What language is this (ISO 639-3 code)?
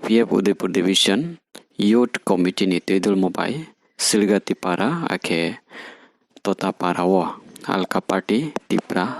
ria